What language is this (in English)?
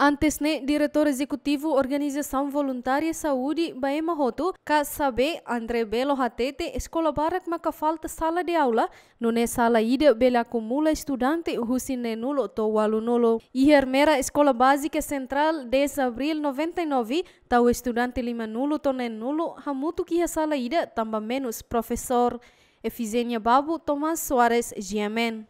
Tetum